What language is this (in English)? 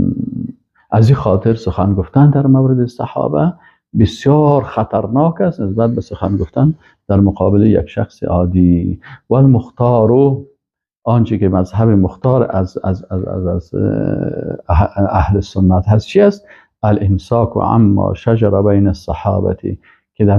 Persian